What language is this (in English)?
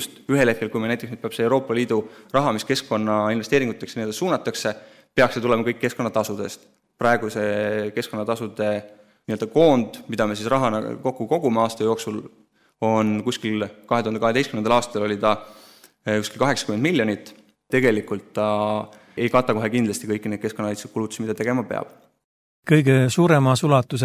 Estonian